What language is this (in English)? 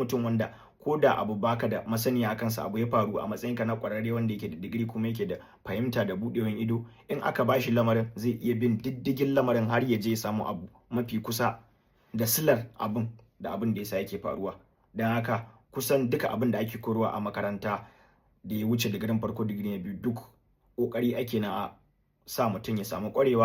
Hausa